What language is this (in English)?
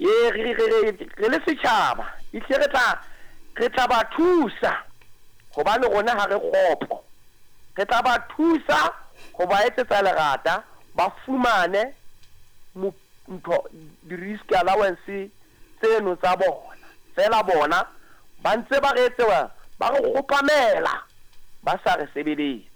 Southern Sotho